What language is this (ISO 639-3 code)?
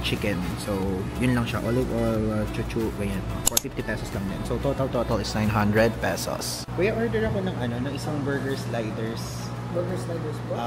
fil